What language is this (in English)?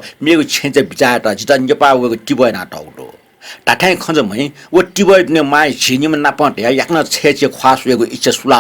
Newari